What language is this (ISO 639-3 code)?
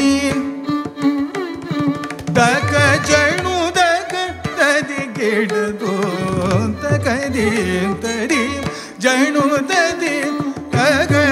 tam